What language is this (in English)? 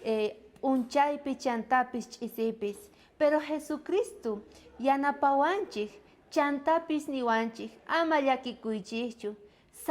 South Bolivian Quechua